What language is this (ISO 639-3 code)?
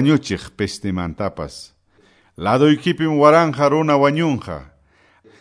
que